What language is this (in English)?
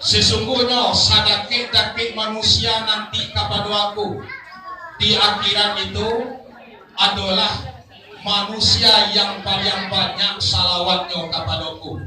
Minangkabau